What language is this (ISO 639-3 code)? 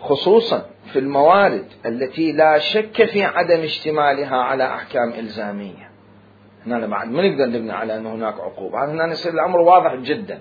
acm